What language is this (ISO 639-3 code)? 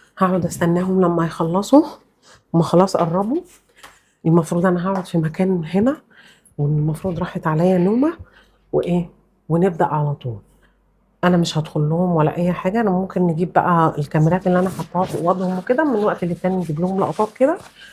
arz